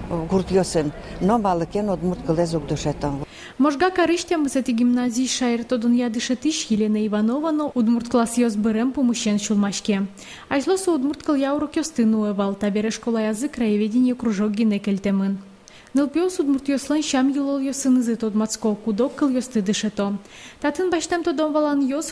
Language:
Udmurt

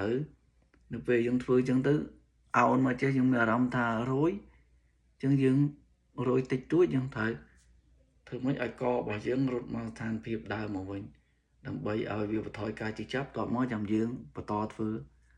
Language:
Khmer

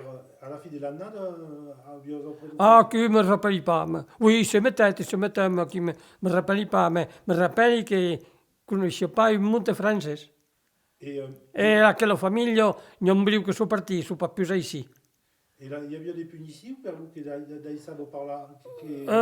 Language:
Occitan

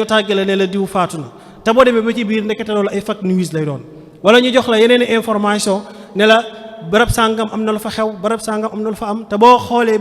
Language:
Wolof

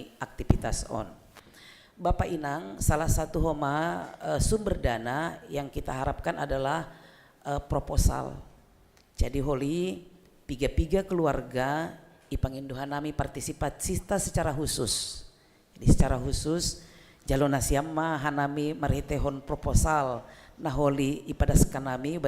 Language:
Batak Simalungun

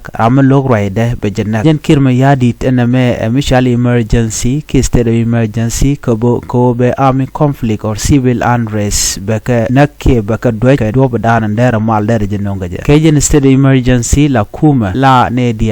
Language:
Nuer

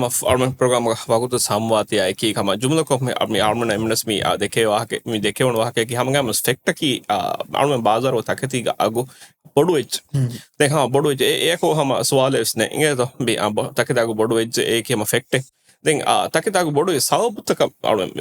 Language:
Divehi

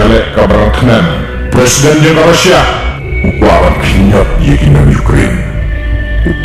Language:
Khasi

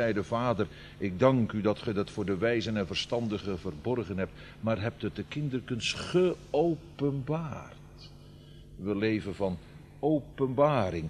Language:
Dutch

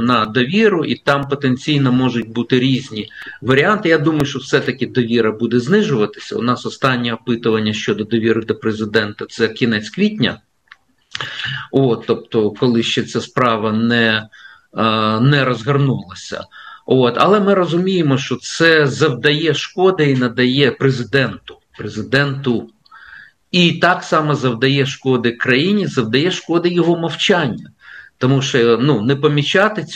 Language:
Ukrainian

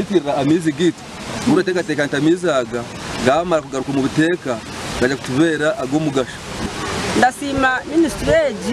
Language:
Nyankole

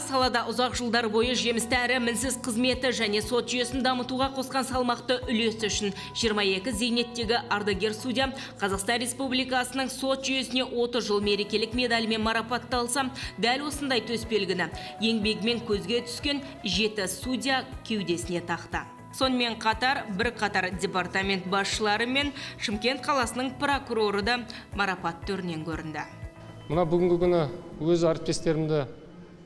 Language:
Kazakh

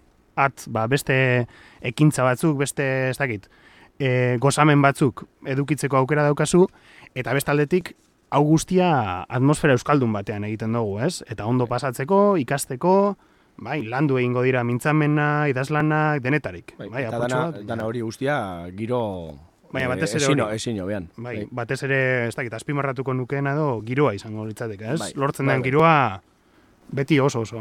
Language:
Basque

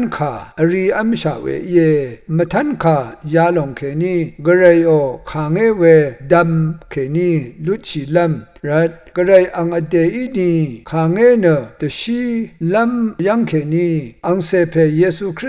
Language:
Rawang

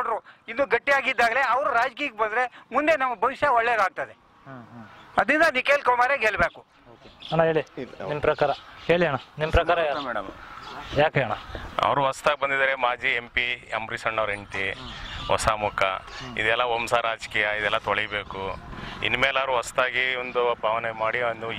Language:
Kannada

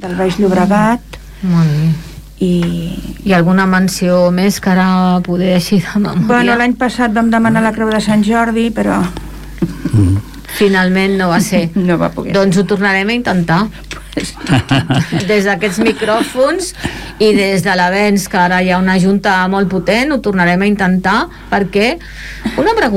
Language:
Catalan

